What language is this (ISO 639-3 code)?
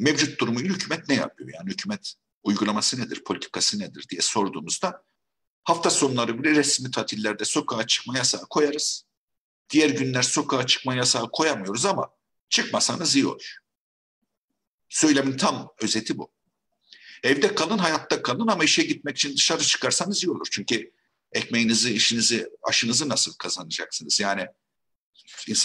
tur